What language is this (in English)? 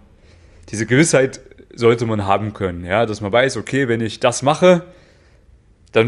German